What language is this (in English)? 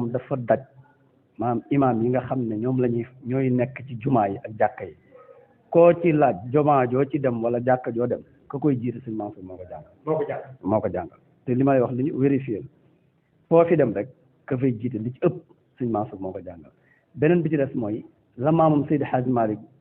Wolof